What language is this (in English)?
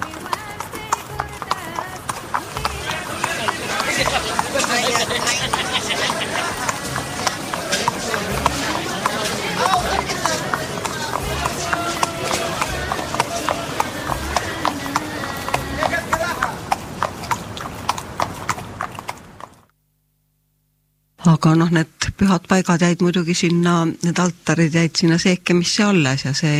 Estonian